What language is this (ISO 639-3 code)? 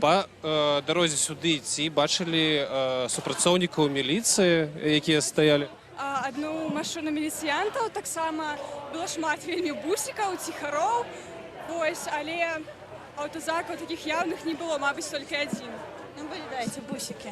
bel